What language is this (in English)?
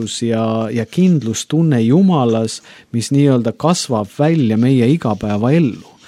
Estonian